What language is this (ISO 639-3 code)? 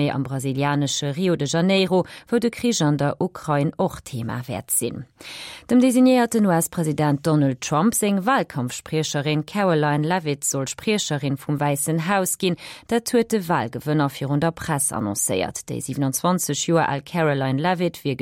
ltz